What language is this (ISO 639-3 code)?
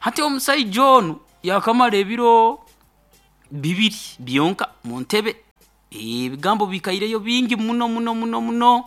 nyo